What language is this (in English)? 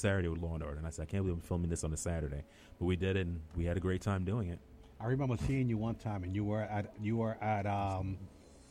English